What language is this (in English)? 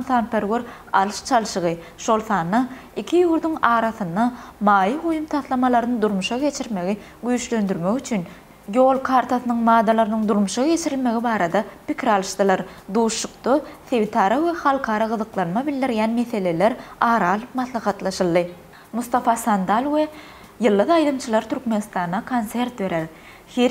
Turkmen